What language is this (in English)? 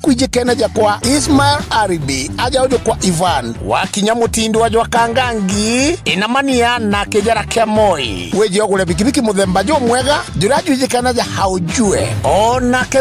Meru